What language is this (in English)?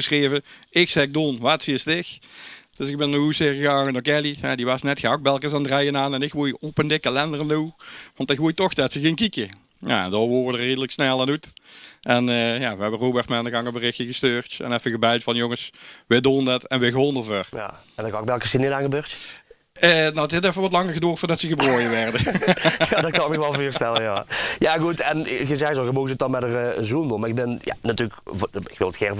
Limburgish